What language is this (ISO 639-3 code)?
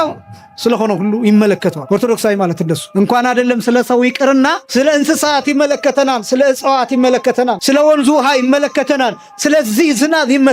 amh